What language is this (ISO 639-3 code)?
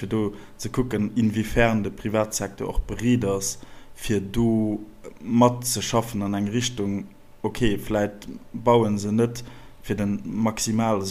ltz